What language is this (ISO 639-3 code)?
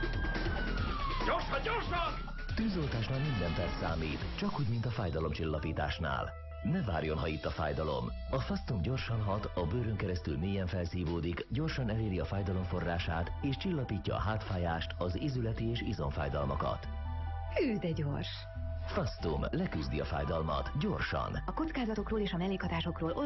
hun